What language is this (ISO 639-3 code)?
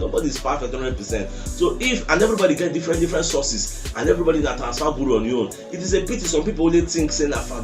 pcm